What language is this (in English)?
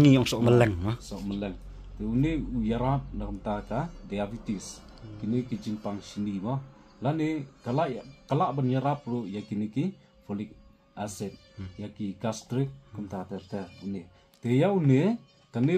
Khasi